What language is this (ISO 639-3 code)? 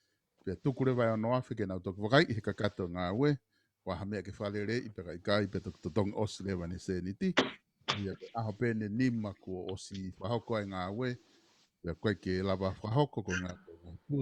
ton